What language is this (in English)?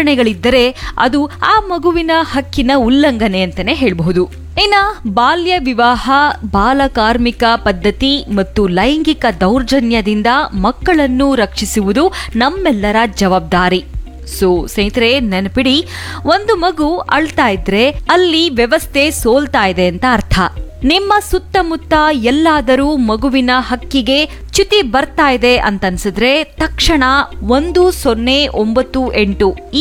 Kannada